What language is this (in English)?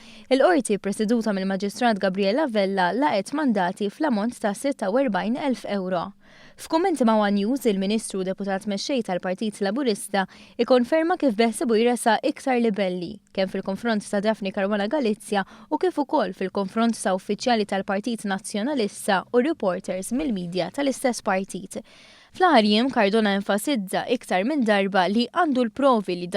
Maltese